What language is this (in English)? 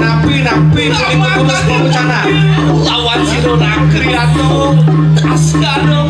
Balinese